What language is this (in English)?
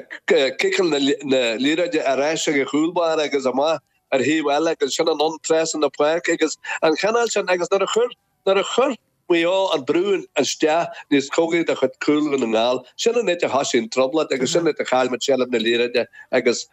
Irish